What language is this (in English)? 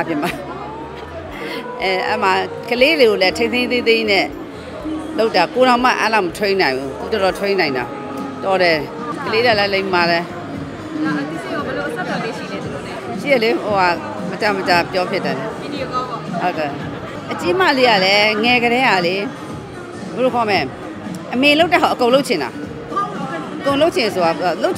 Burmese